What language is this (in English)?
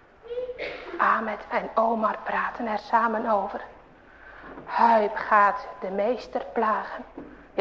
Dutch